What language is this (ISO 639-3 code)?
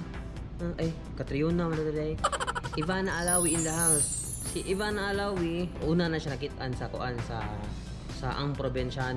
ceb